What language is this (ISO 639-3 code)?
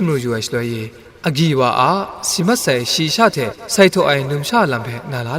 kac